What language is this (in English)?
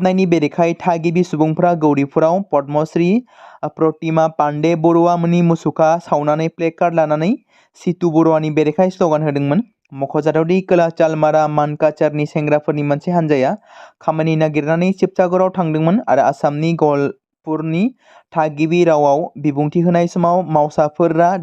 Bodo